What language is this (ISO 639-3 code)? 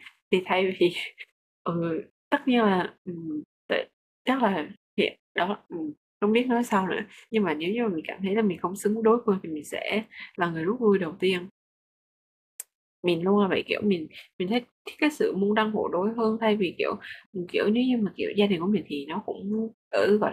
vie